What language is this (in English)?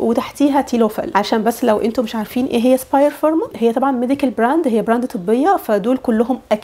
Egyptian Arabic